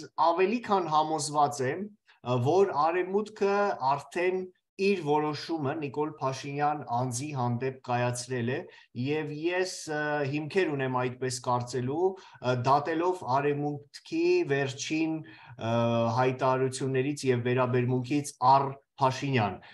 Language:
Armenian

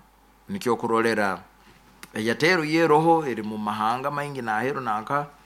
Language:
Nyoro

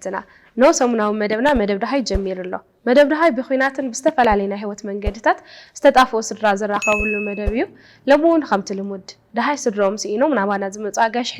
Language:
Tigrinya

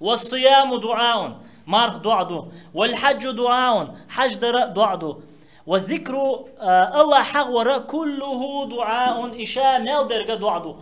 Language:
Chechen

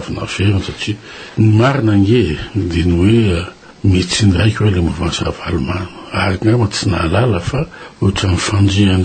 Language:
Malagasy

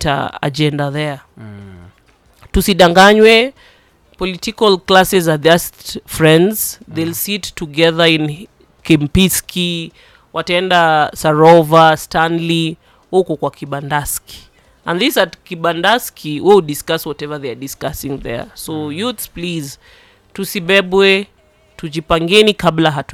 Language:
Swahili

